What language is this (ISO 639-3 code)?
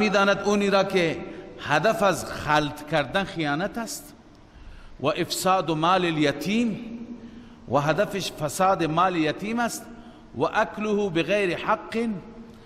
fas